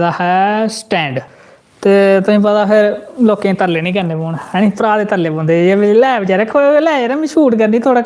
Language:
Dogri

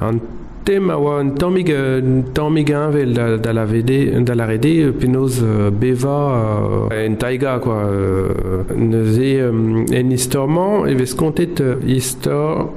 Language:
Breton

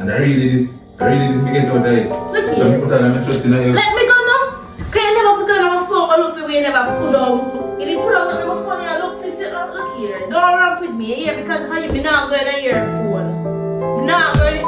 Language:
Jamaican Creole English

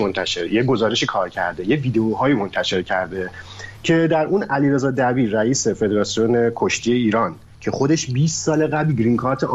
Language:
Persian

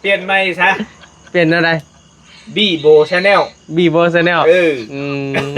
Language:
Northeastern Thai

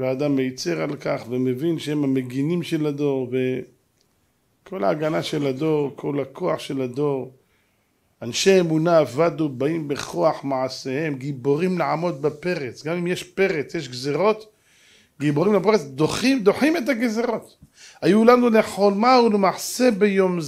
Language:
Hebrew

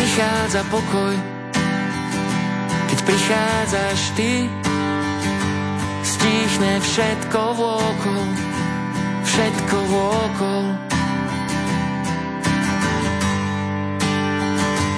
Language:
Slovak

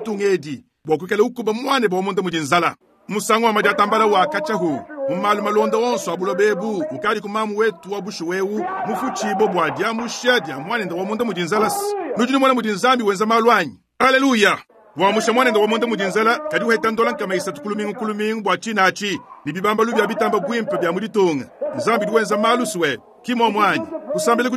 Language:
Luba-Lulua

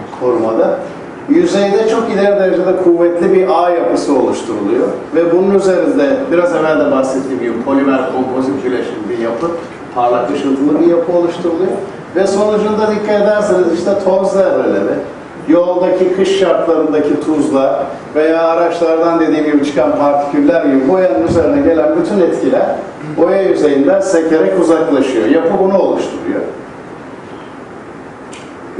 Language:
Turkish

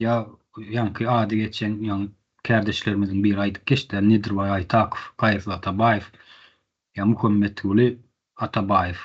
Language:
Turkmen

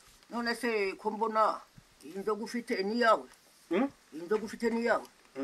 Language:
Kinyarwanda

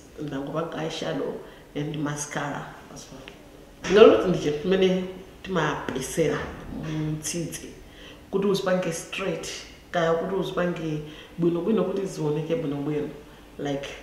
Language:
Nyanja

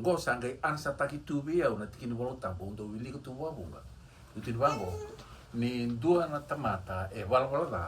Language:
Fijian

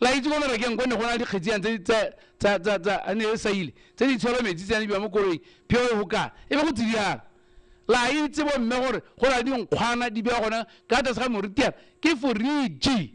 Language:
Tswana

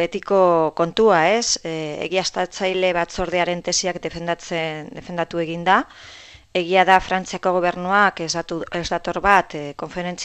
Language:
Basque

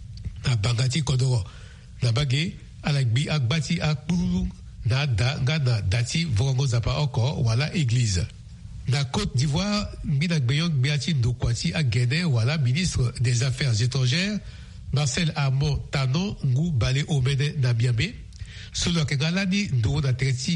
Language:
Sango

